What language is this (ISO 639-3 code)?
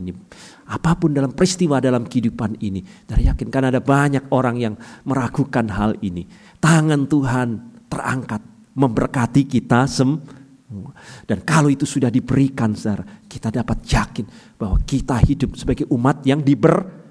ind